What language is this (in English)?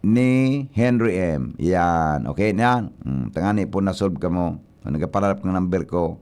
Bikol